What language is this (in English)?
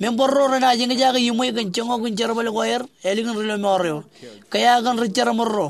Marshallese